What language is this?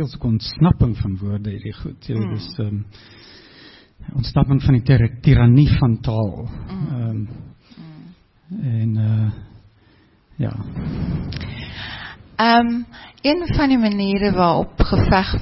Afrikaans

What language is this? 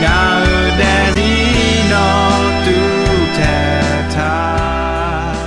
Akha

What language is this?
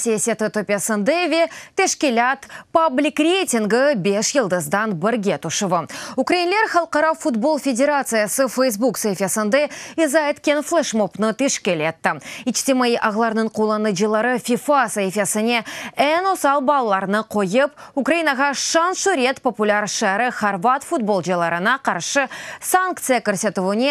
Crimean Tatar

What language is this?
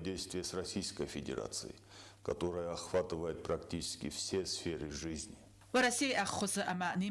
Ossetic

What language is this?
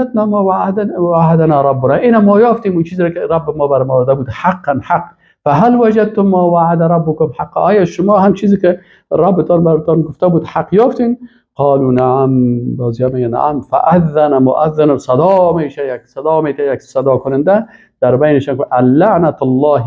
Persian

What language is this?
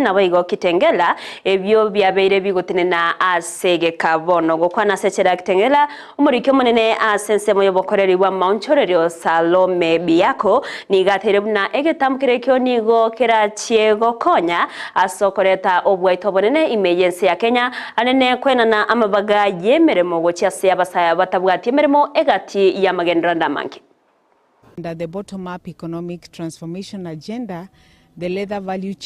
Gusii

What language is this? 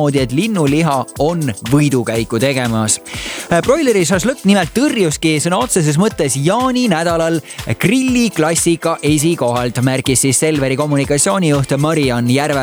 Estonian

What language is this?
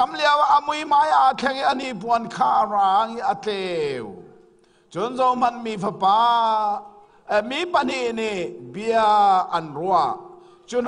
Hakha Chin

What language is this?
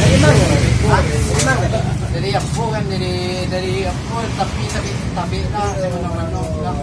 Minangkabau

